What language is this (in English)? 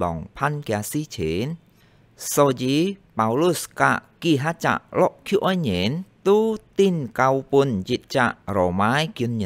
Hakka Chinese